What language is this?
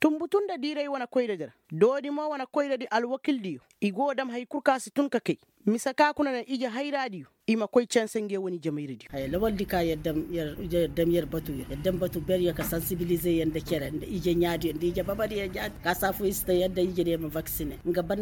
Koyraboro Senni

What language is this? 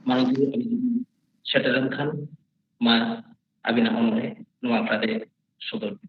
Santali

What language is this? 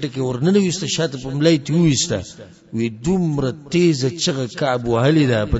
Pashto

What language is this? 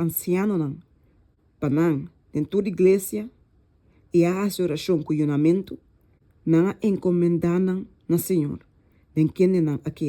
Papiamento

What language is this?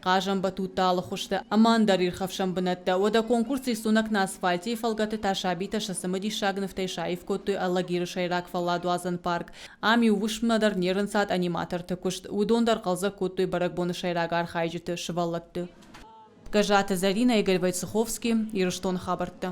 Ossetic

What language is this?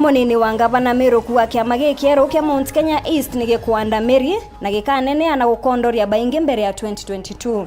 Meru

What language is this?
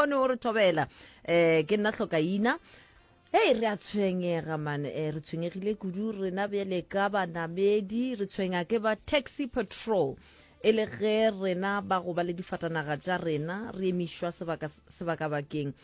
Northern Sotho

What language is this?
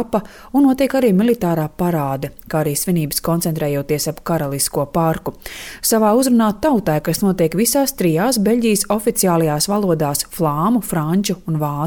Latvian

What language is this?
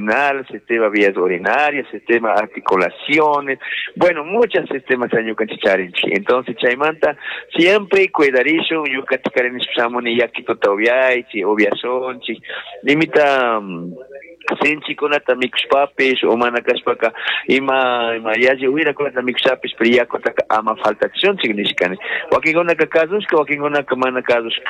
Chimborazo Highland Quichua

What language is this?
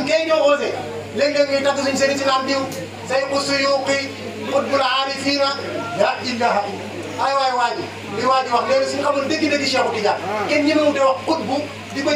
Wolof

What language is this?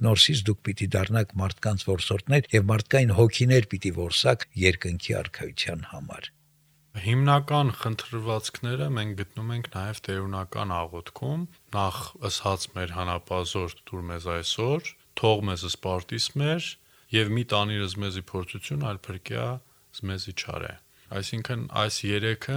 Armenian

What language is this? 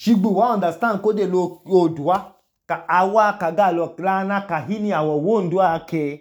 Idoma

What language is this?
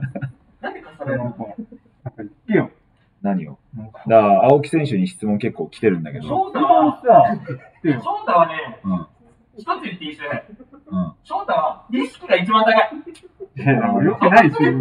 Japanese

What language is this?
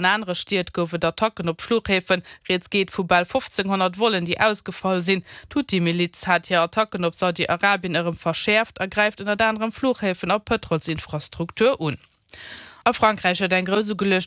Luxembourgish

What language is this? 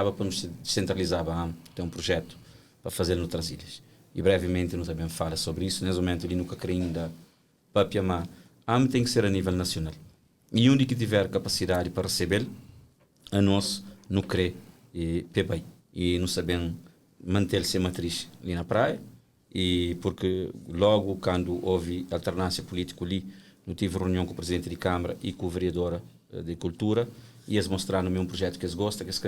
Kabuverdianu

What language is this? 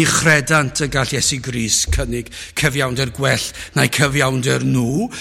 Welsh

